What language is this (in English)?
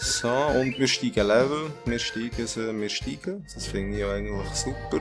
Swiss German